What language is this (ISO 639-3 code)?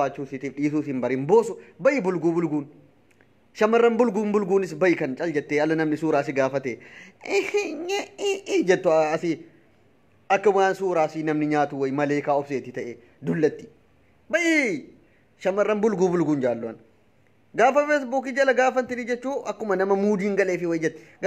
orm